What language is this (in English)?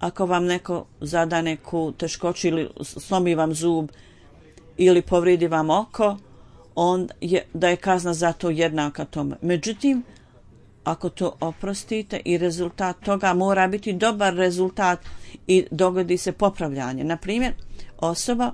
Bosnian